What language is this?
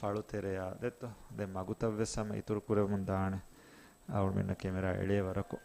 Divehi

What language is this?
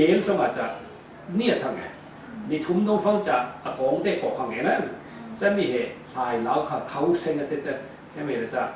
Falam Chin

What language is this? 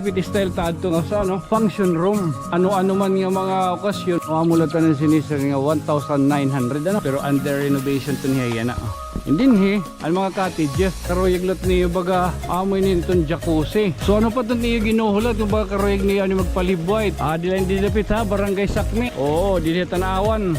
Waray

